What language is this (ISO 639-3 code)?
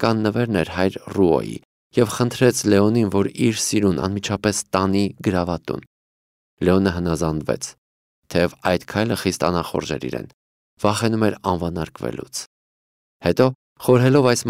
hye